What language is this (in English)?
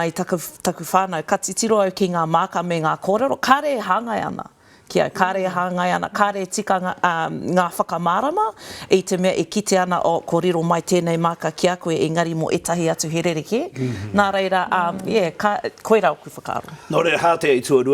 Māori